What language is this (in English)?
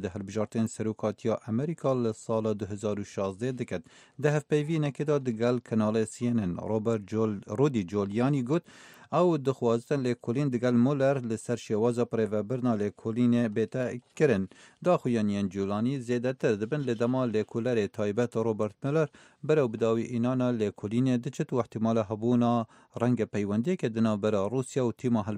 Kurdish